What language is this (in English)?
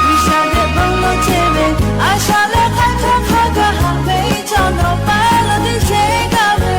Lahu